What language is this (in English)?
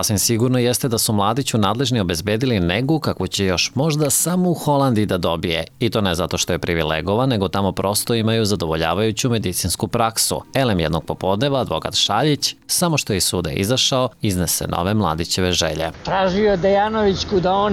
Serbian